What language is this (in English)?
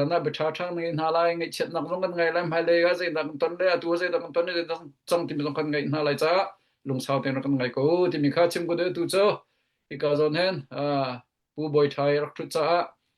Hakha Chin